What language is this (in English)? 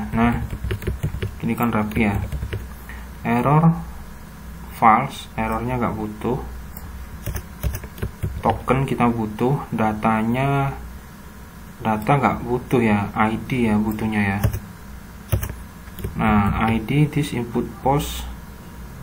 Indonesian